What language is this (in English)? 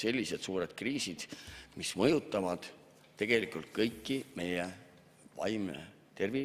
Estonian